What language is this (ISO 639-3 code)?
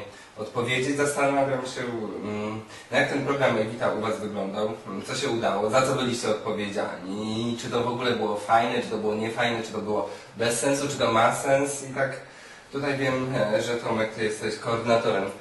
pol